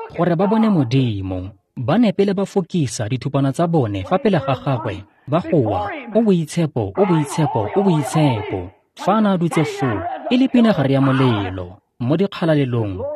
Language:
Tswana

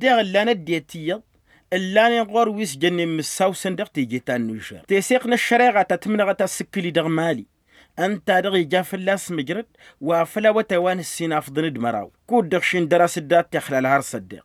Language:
Tamasheq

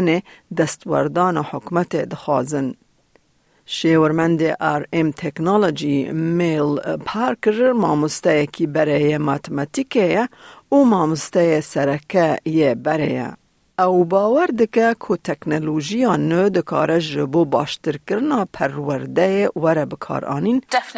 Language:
Kurdish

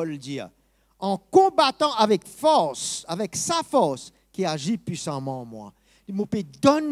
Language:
Morisyen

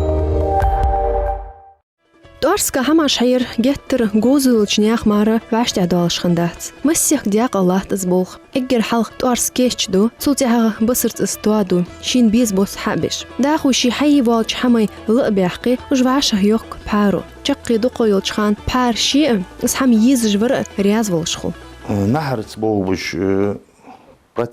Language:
Ingush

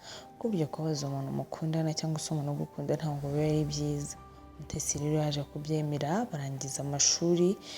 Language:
Kinyarwanda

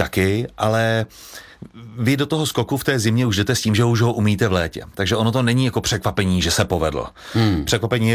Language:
Czech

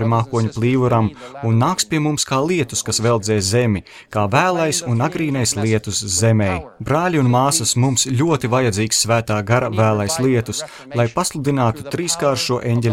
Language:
Latvian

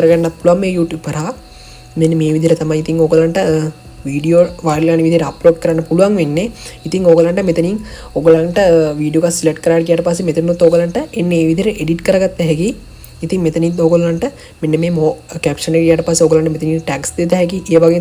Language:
Sinhala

